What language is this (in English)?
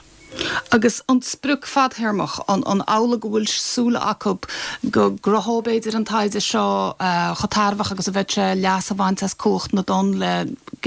Irish